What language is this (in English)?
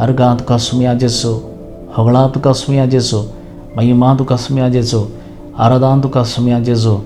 Konkani